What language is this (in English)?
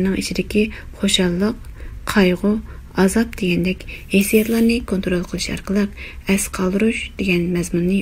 Uyghur